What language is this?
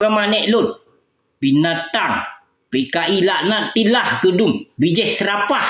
Achinese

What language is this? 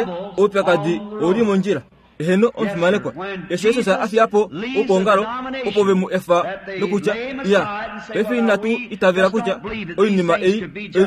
Kuanyama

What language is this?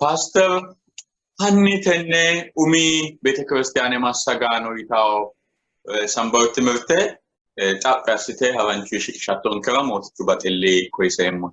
Sidamo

